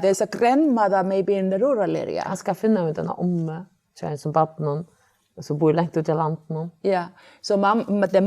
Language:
Faroese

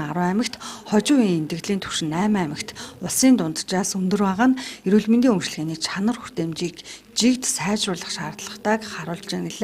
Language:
Mongolian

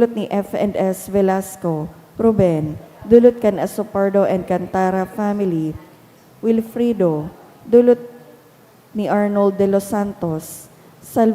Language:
Bikol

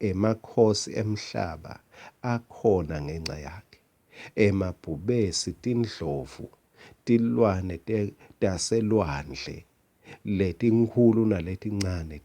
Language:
Swati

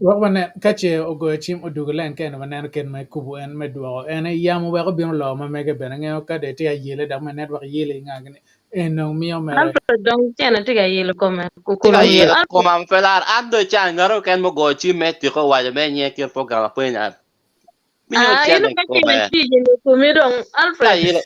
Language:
Acoli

